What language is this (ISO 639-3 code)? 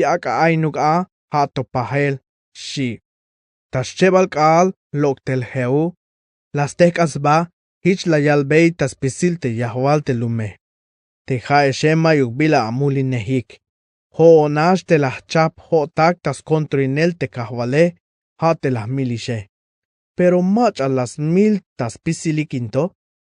tzh